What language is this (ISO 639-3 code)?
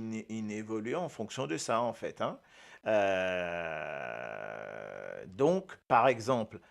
mfe